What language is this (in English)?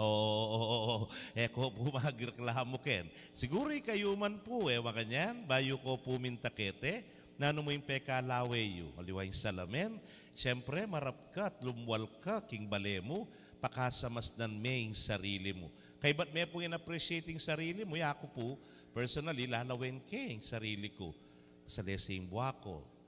Pampanga